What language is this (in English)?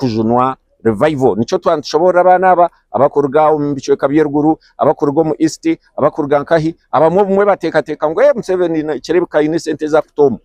Nyankole